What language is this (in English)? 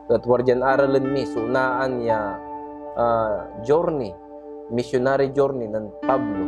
Pangasinan